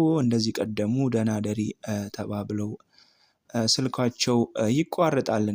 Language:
Amharic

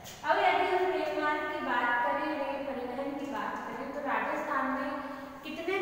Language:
Hindi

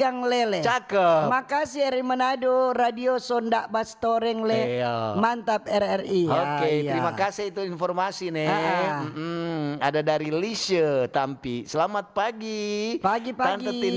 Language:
Manado Malay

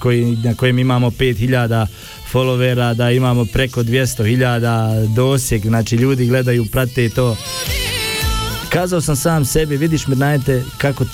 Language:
Bosnian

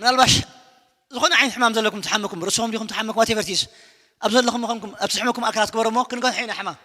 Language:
Tigrinya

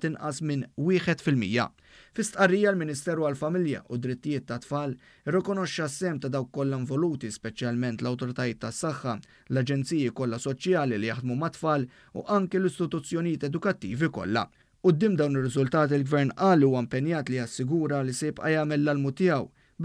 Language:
Maltese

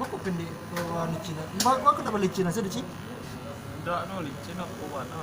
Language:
Minangkabau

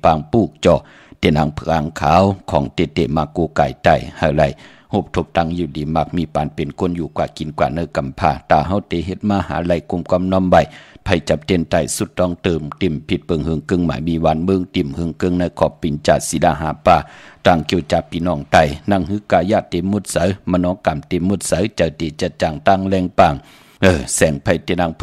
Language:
Shan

